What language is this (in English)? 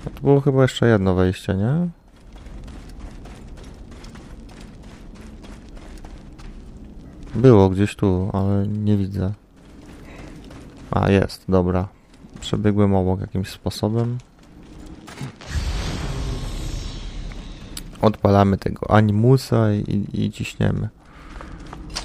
Polish